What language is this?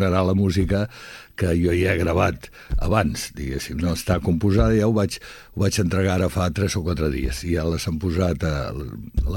Catalan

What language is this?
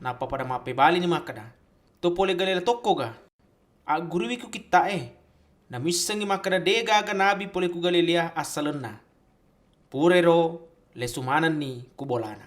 Buginese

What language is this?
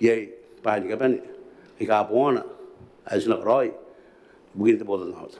Gilbertese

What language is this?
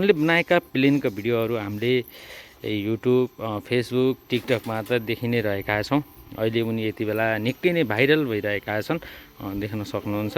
Nepali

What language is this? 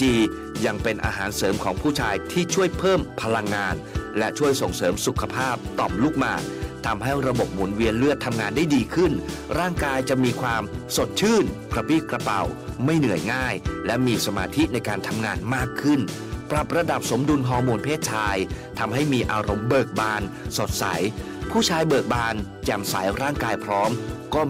Thai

